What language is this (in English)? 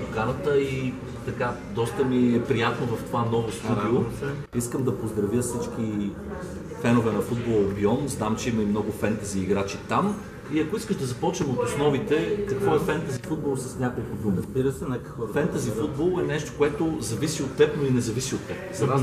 Bulgarian